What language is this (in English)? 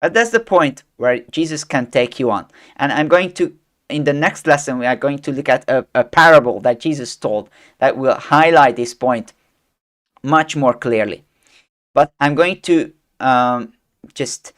English